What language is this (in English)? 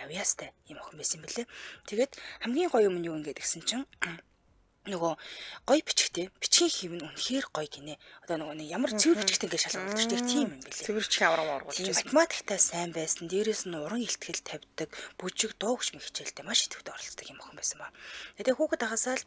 Mongolian